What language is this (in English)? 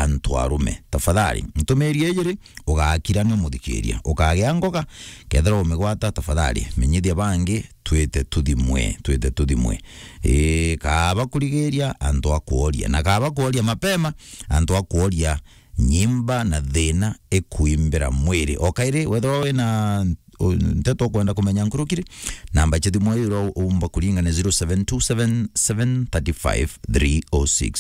Meru